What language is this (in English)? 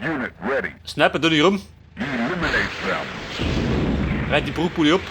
Bavarian